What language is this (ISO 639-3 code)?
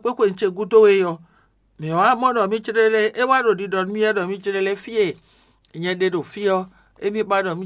fon